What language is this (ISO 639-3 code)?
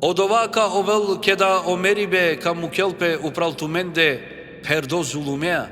rmn